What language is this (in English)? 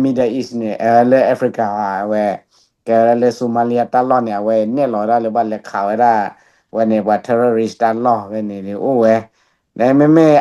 S'gaw Karen